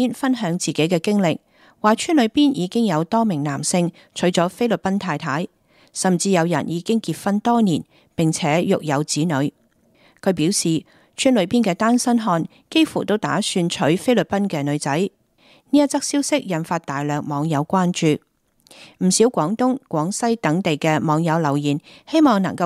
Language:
Cantonese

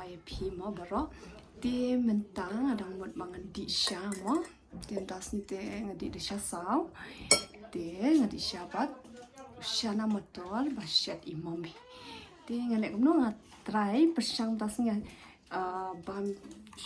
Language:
Khasi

